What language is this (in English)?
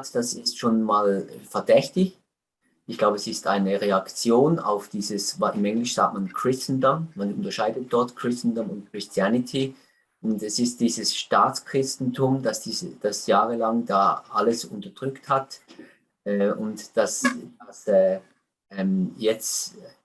Swiss German